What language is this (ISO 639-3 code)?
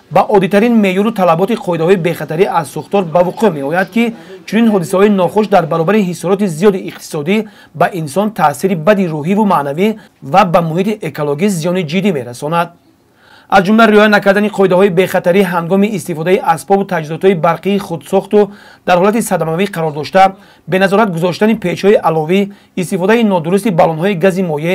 tgk